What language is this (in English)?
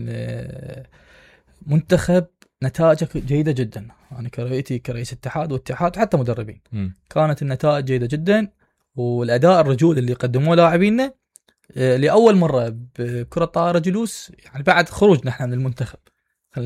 Mesopotamian Arabic